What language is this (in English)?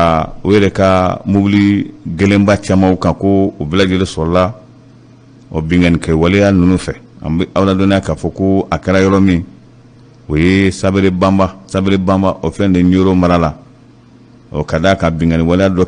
Bambara